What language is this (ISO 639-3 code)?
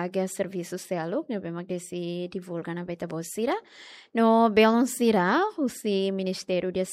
tet